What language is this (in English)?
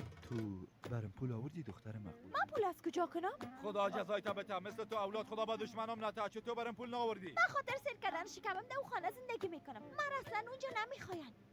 Persian